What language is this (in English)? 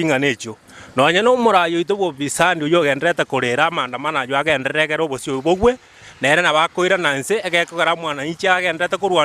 Gusii